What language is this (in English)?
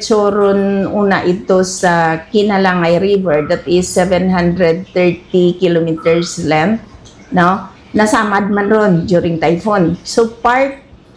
Hiligaynon